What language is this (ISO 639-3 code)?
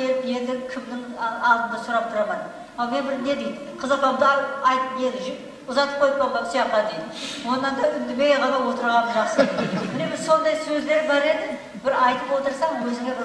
kaa